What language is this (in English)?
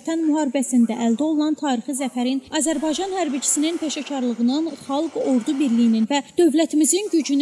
Azerbaijani